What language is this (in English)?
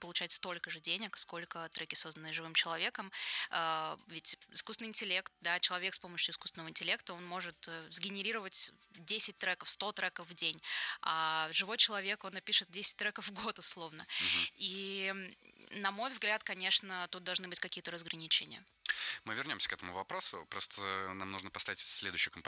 Russian